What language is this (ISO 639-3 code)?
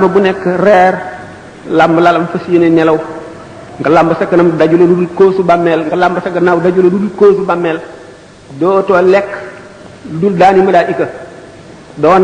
wol